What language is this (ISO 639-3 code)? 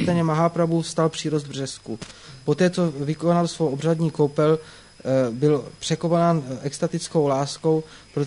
ces